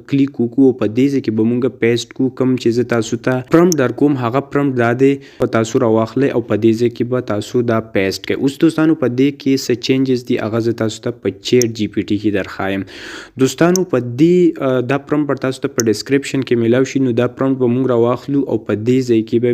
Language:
Pashto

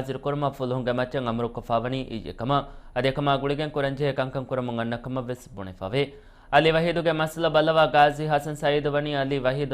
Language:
Divehi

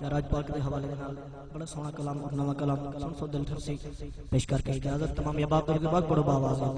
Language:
Saraiki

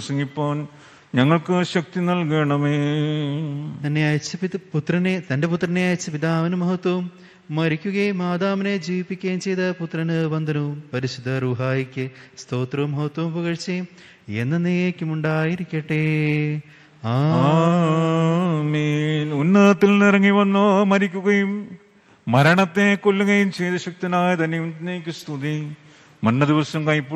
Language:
Malayalam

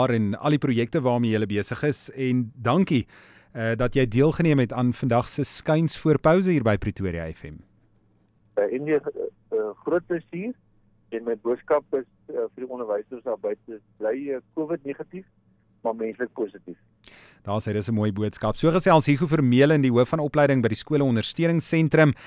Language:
Afrikaans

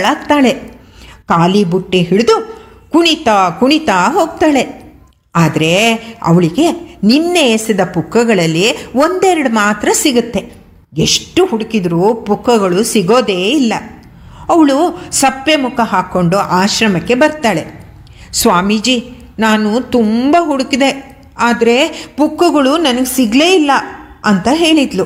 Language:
Kannada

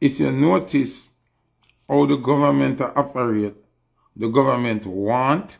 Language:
Jamaican Creole English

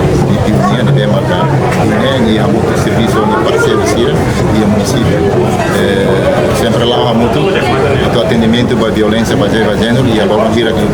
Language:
Tetum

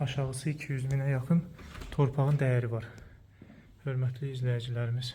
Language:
Azerbaijani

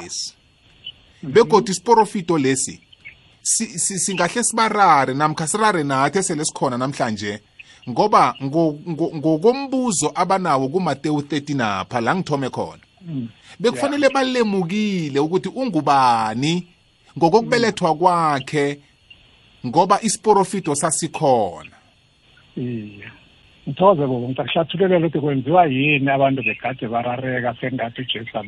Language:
South Ndebele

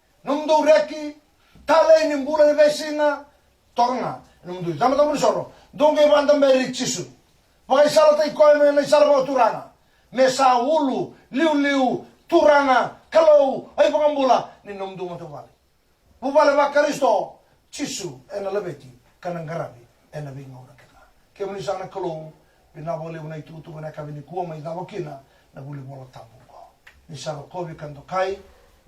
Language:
Fijian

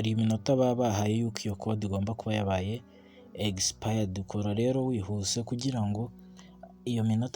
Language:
Kinyarwanda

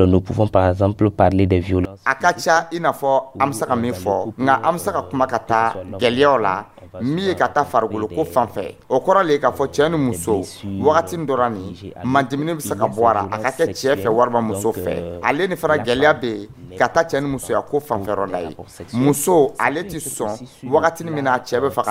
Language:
Dyula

